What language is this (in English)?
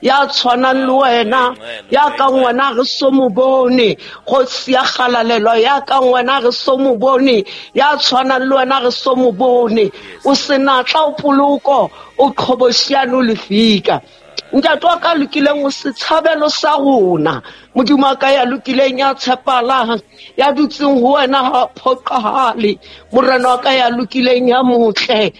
Southern Sotho